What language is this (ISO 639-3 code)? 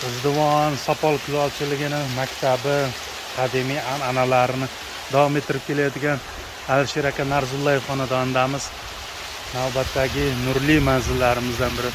uzb